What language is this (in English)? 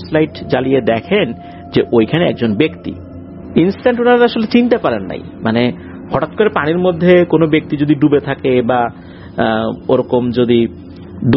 Bangla